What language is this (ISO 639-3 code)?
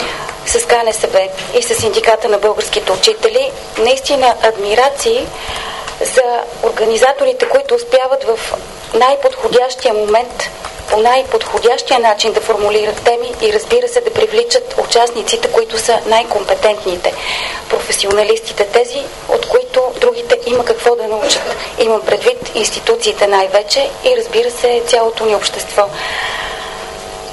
bul